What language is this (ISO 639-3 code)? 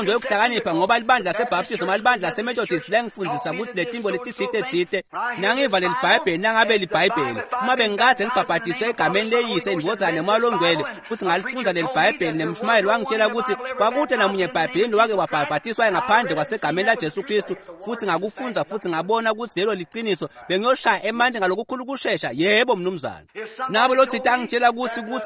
ssw